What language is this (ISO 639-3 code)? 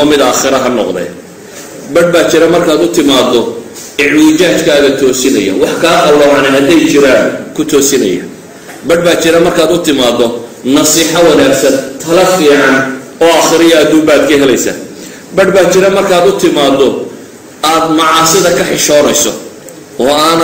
som